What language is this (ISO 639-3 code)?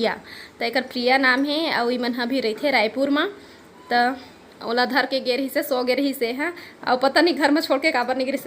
hne